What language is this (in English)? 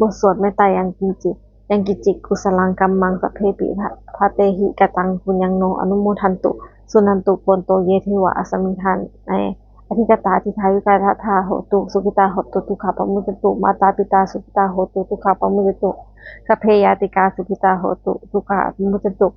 Pali